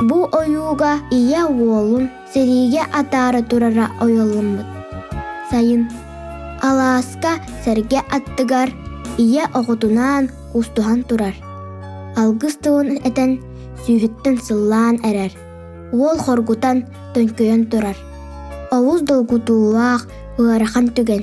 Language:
Yakut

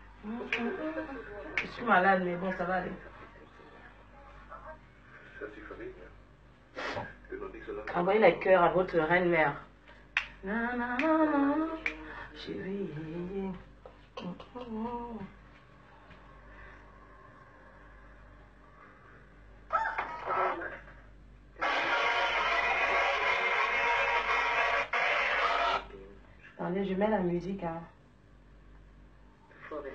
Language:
French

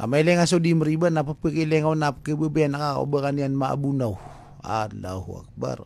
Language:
Maranao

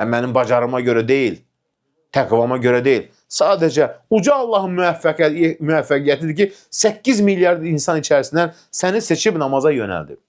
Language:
Azerbaijani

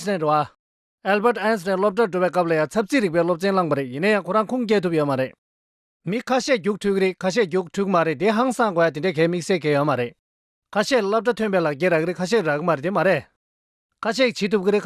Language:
Tibetan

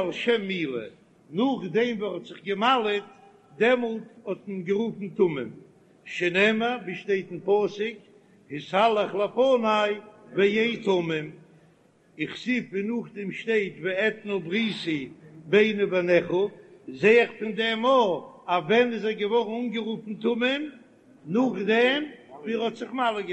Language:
Yiddish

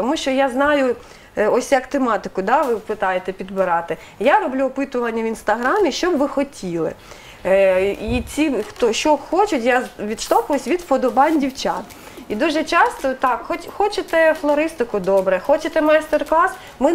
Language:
Ukrainian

